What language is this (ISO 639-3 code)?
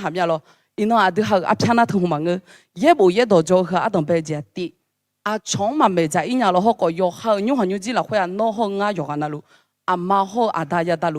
ahk